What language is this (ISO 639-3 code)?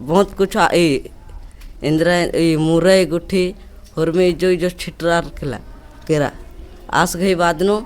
kru